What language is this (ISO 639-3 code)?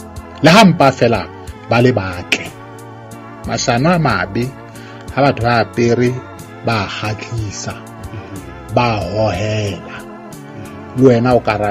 sot